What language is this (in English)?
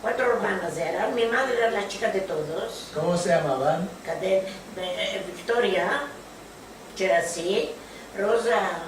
Ladino